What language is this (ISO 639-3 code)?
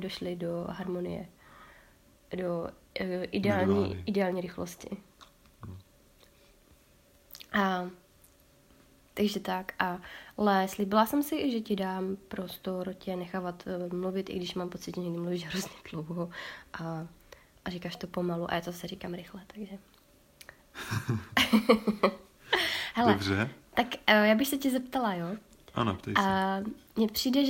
ces